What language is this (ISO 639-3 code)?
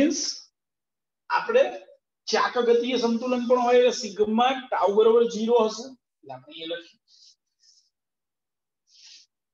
guj